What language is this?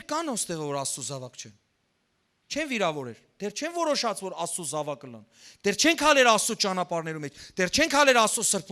Western Armenian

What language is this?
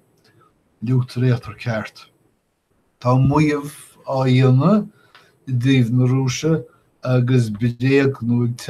Irish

